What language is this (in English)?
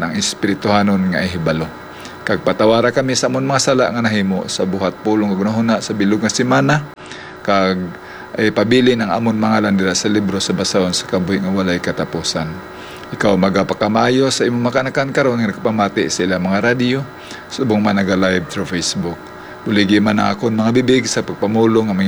Hiligaynon